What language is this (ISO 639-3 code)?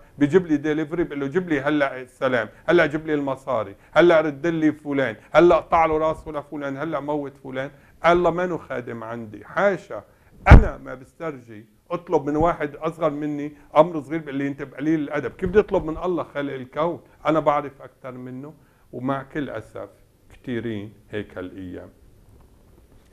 apc